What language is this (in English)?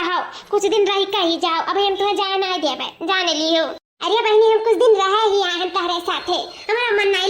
Awadhi